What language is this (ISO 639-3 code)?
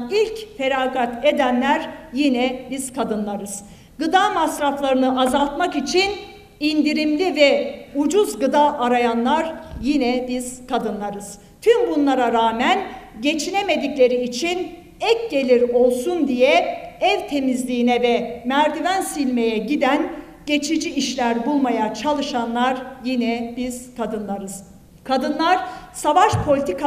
tur